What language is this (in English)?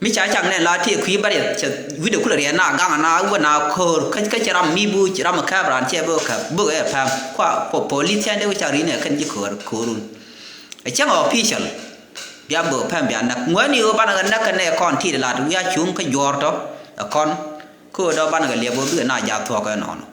Nuer